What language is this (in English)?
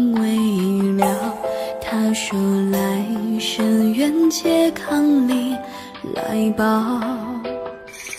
Chinese